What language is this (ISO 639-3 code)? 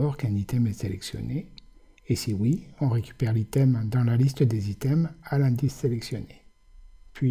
fra